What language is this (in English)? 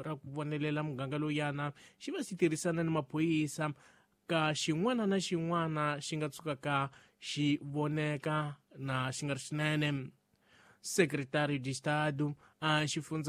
Tsonga